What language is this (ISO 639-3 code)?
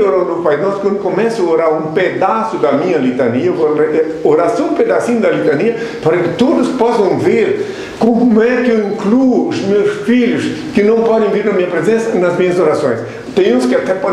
por